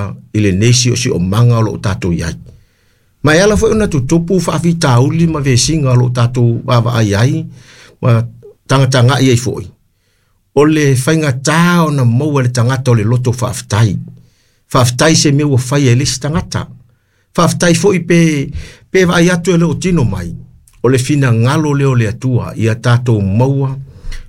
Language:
Samoan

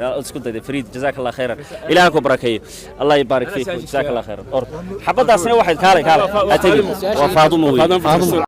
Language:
Somali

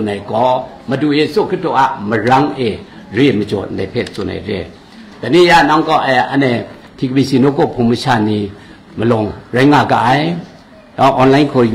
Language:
Kachin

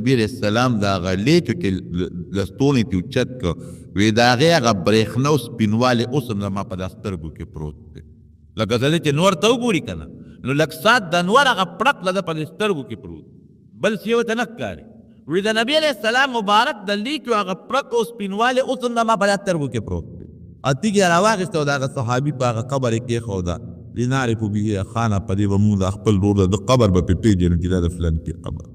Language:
Pashto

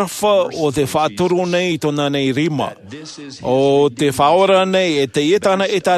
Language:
Tahitian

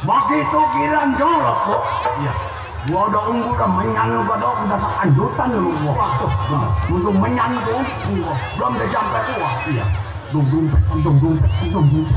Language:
Betawi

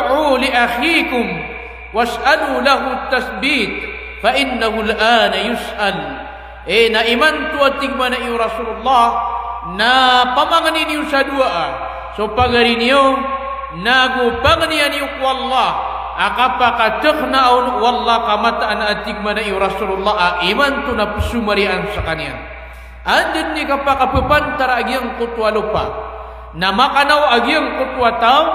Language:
Maranao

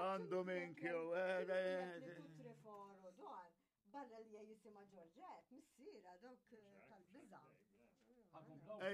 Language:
Maltese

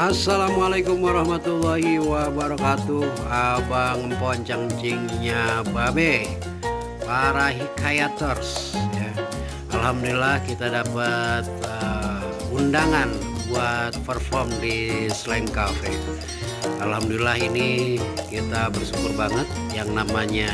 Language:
Betawi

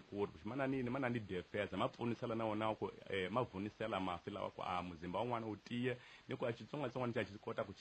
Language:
Tsonga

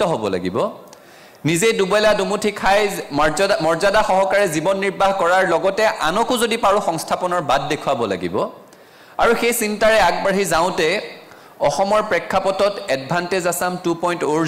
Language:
Assamese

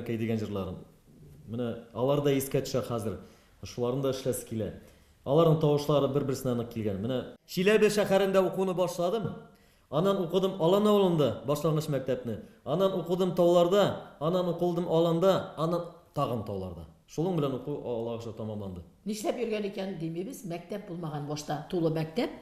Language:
Tatar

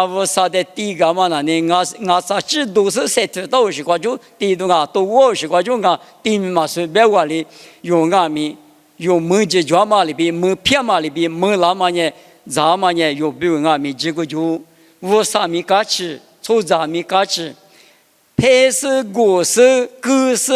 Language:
Lisu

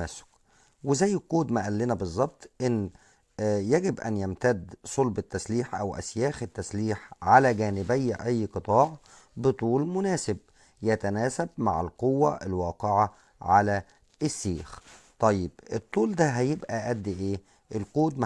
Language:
Egyptian Arabic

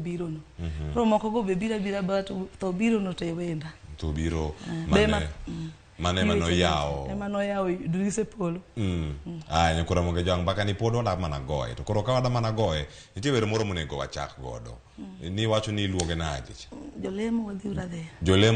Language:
Luo (Kenya and Tanzania)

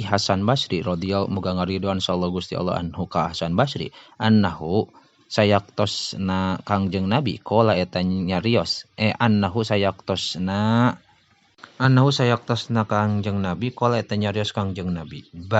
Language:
Sundanese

